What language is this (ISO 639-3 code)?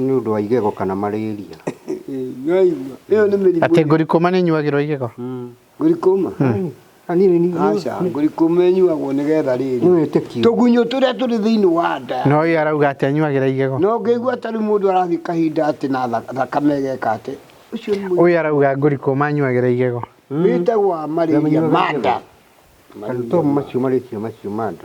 kik